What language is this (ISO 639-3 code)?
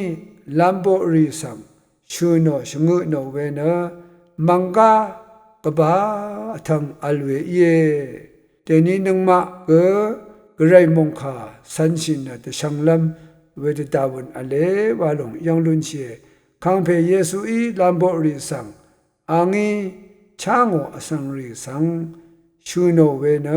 raw